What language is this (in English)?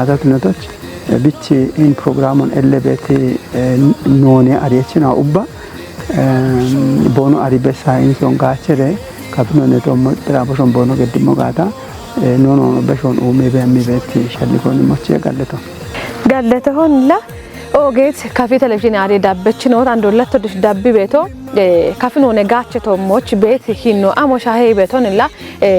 Kafa